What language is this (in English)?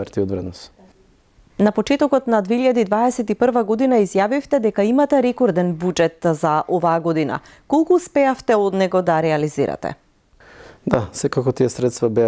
Macedonian